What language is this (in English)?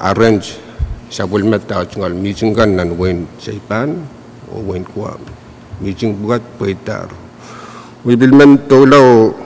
Pohnpeian